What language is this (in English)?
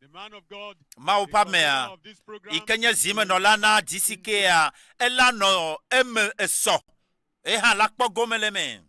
Ewe